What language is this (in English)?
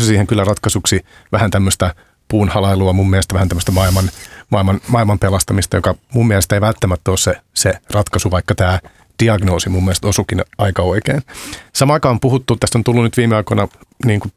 Finnish